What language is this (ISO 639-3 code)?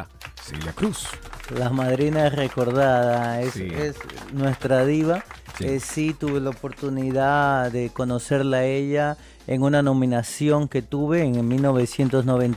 spa